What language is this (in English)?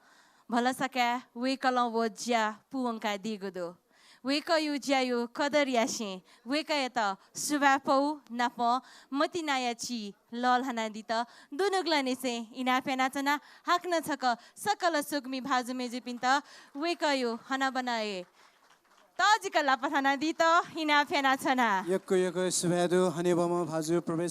Newari